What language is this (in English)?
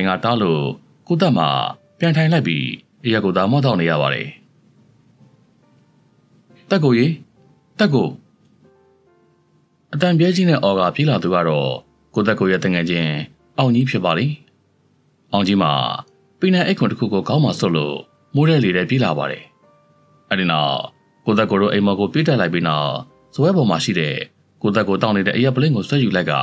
Burmese